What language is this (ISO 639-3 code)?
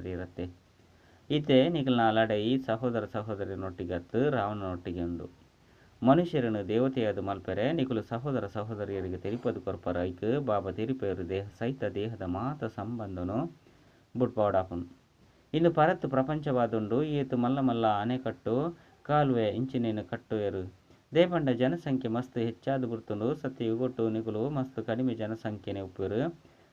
tcy